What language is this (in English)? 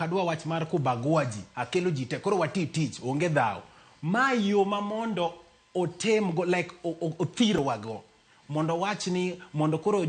Luo (Kenya and Tanzania)